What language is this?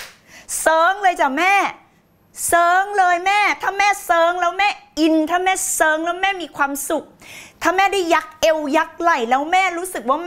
Thai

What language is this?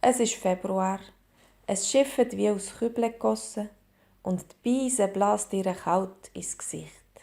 Swiss German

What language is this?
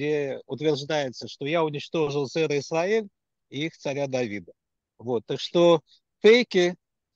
Russian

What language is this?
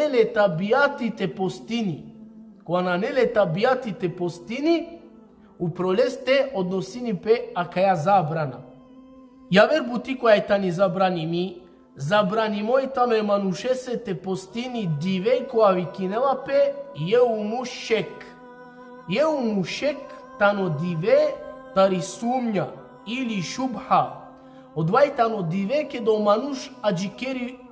Balkan Romani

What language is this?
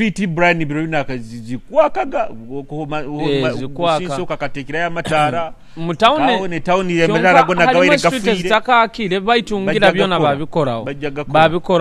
Nyoro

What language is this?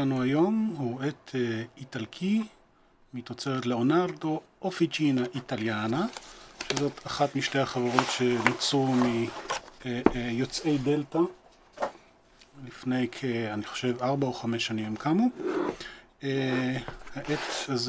Hebrew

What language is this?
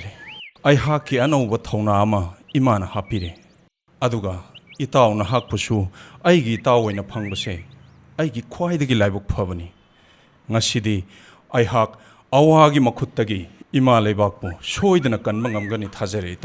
Manipuri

